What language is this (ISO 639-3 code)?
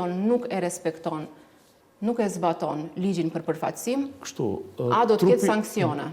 sqi